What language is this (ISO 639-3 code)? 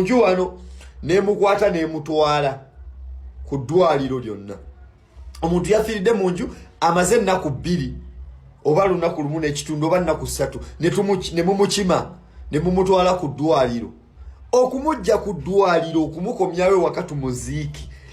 lug